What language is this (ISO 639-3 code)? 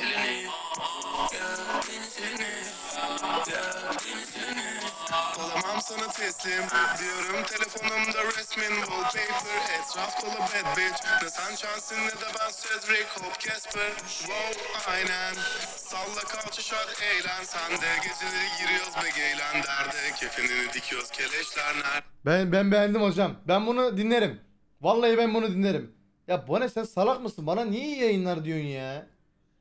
tur